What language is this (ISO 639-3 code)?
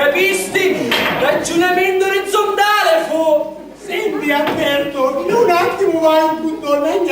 scn